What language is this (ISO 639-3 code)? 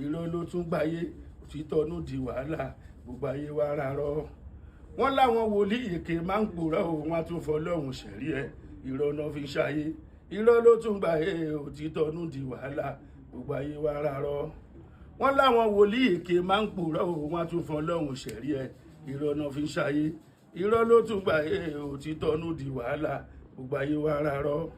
yor